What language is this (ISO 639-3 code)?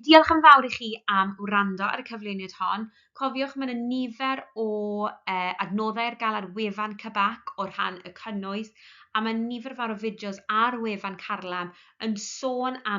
cym